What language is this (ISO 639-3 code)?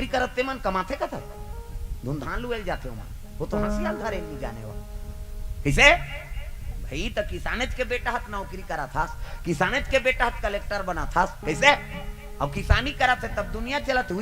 hne